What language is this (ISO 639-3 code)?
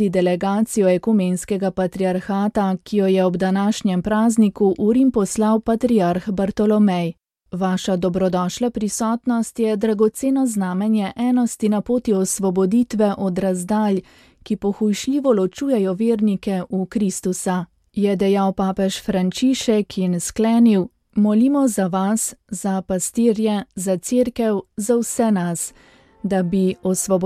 slv